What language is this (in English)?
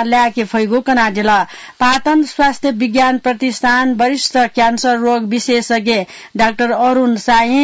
Newari